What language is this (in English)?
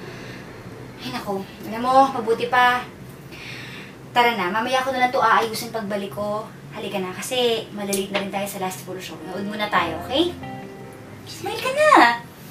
Filipino